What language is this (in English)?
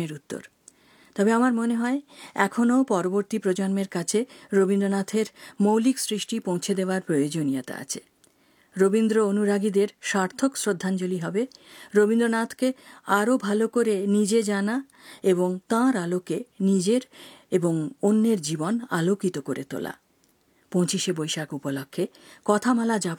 Bangla